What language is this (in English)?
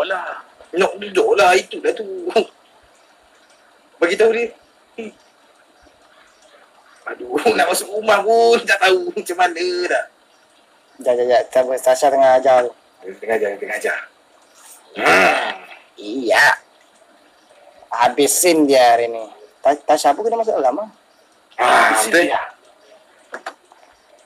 Malay